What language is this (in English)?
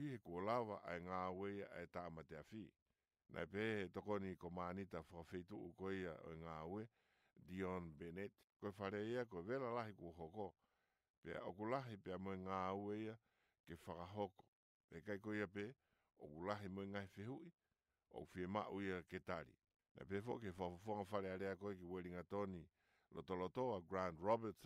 Tongan